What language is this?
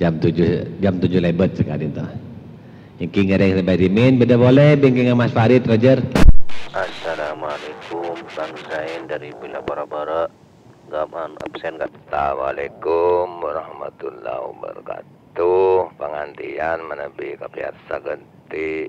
Madurese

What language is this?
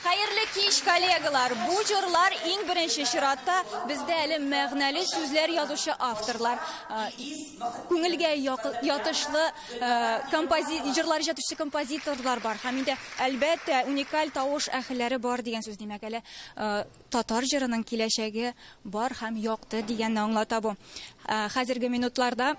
Tatar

